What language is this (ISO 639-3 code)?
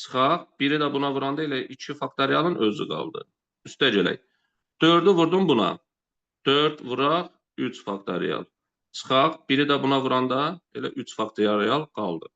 aze